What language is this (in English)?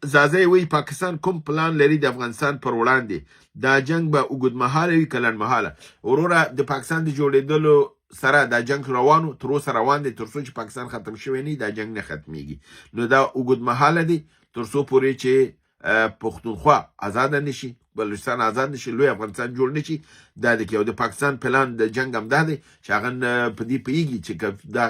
Pashto